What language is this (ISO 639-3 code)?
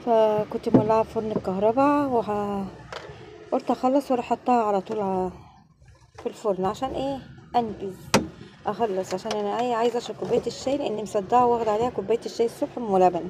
arz